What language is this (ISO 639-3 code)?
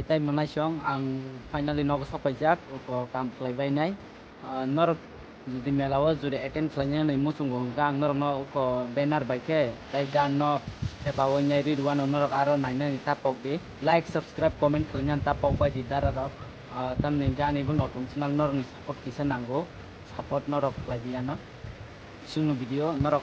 trp